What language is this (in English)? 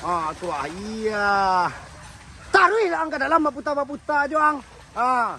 Minangkabau